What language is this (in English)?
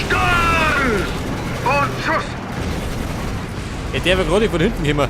Bavarian